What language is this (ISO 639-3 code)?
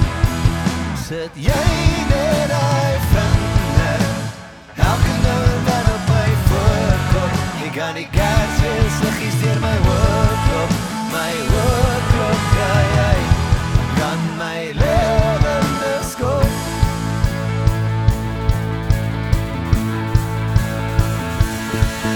afr